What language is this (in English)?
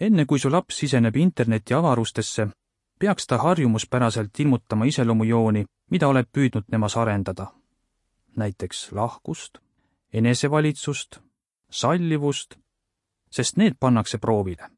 Estonian